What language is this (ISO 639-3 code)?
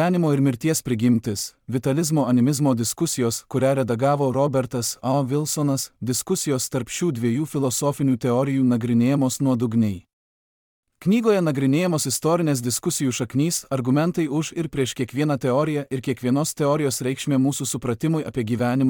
lit